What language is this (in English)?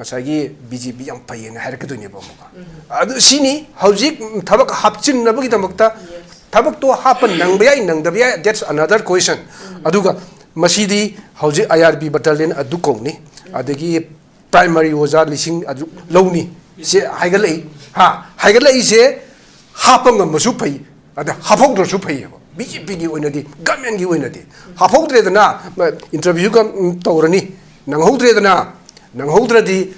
Manipuri